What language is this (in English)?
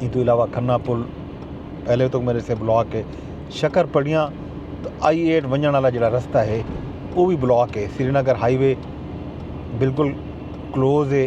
Saraiki